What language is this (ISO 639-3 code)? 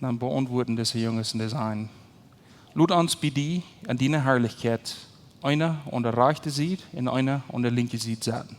pdt